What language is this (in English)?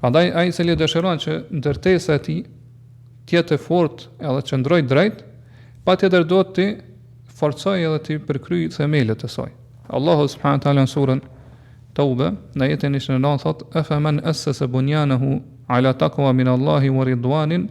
Albanian